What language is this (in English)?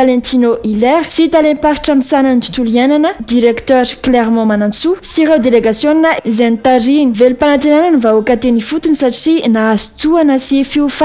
Malagasy